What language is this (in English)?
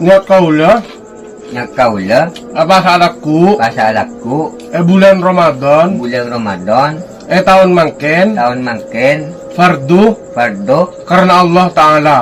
Madurese